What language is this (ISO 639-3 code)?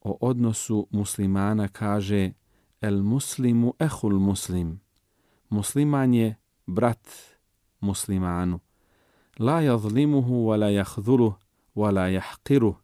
bos